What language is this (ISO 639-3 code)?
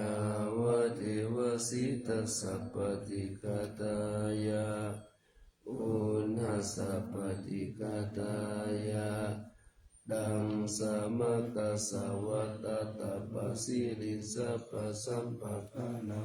pli